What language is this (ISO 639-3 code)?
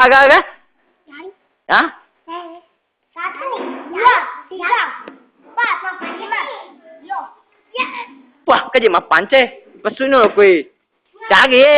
bug